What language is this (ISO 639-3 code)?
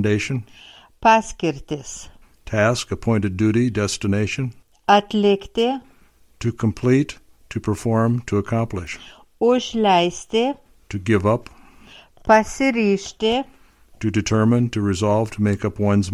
lit